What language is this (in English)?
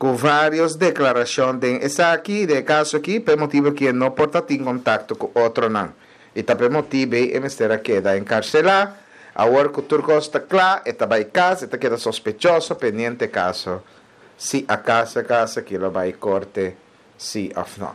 Papiamento